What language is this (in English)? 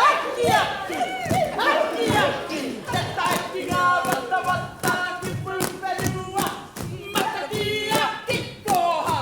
Māori